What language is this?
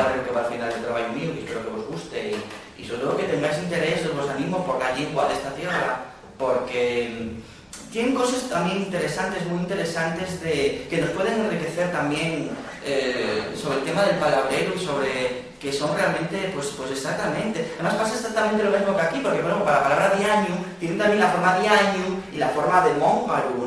Asturian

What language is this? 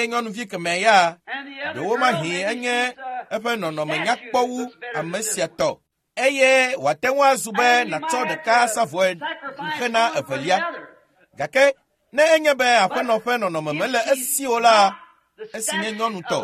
Ewe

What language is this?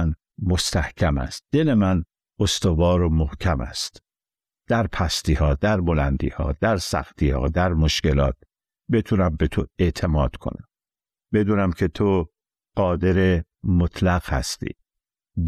Persian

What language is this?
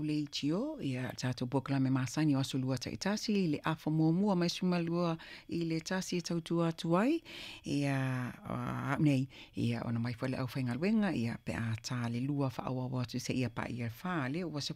Samoan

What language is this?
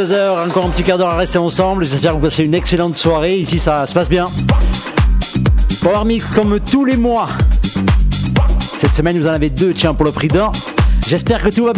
French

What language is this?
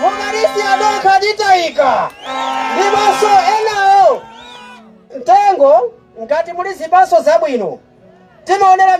Nyanja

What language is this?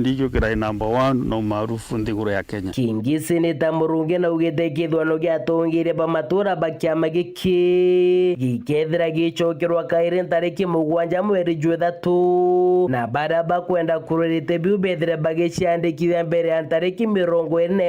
Meru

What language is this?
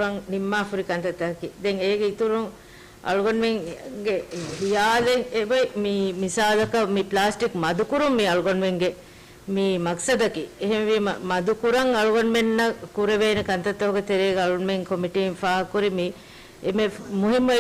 Divehi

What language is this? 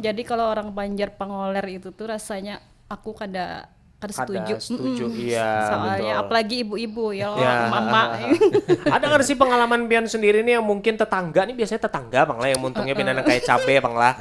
Banjar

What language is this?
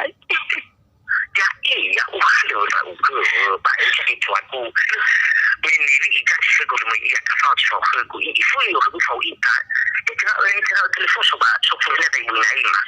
Nias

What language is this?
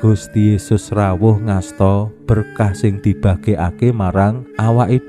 Javanese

